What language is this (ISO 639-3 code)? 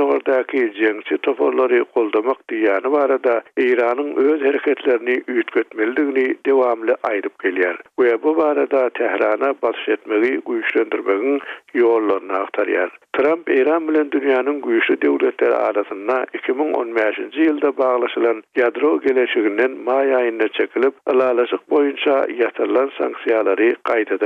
tuk